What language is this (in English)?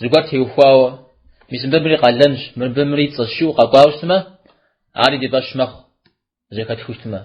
Kabardian